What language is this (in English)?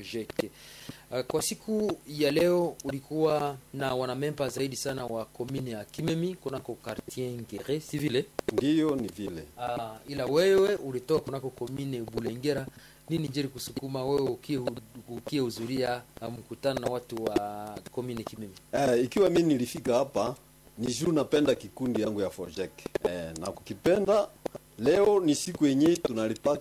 Swahili